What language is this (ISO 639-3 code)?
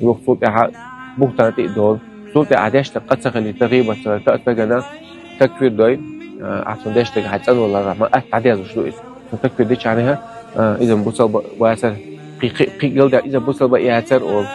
che